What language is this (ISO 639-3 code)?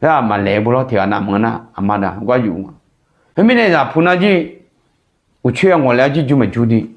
ahk